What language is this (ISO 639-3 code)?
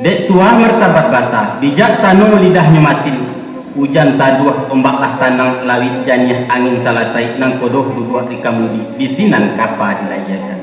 min